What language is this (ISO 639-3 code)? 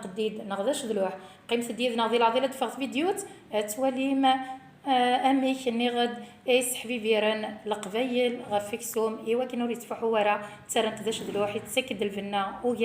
kab